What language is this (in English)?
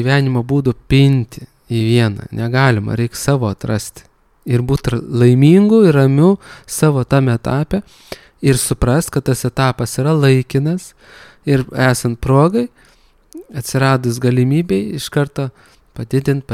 Lithuanian